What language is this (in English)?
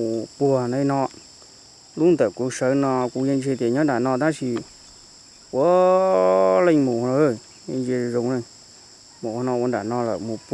Hmong